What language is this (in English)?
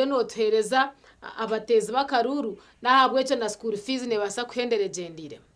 Nyankole